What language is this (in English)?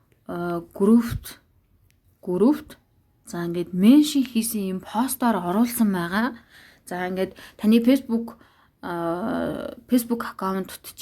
Mongolian